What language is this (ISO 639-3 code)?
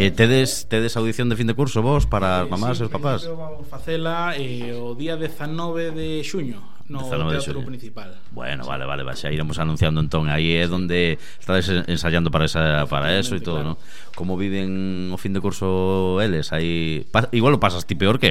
glg